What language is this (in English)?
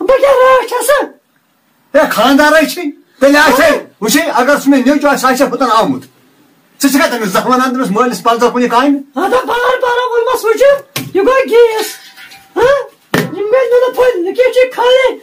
Kashmiri